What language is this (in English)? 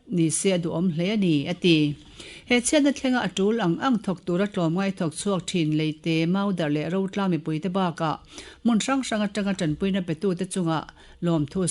Mizo